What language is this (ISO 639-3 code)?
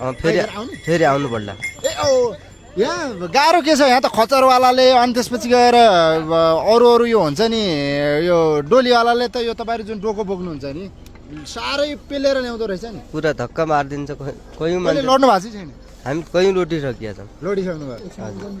nep